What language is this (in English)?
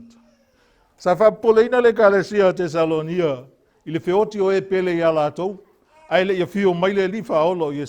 Samoan